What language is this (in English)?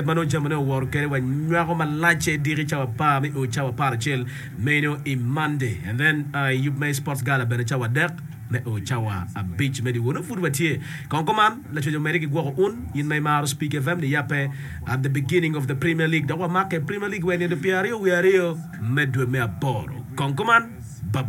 Acoli